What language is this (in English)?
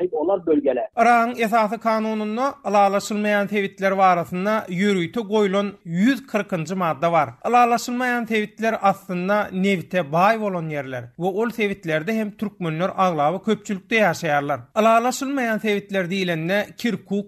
Turkmen